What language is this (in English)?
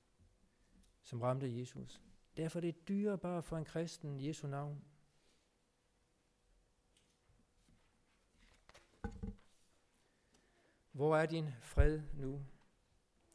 Danish